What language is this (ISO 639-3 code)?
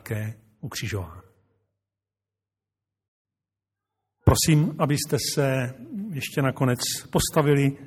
ces